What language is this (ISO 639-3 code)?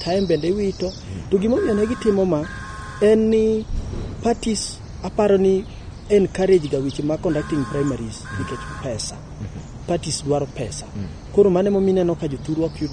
luo